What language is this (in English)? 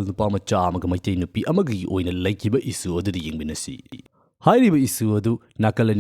Manipuri